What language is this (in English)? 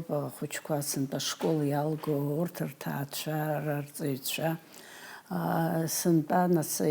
Abkhazian